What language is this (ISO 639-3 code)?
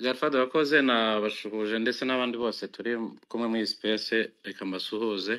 kin